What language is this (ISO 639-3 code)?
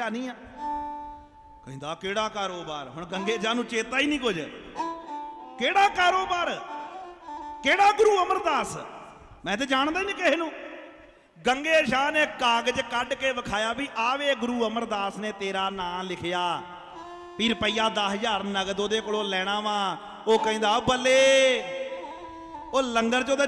pan